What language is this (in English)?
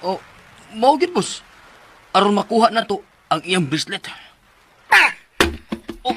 Cebuano